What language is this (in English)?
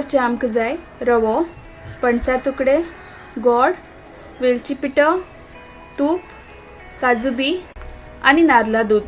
Konkani